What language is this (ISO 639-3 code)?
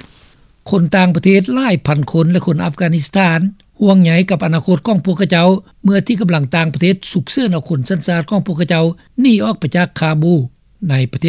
lao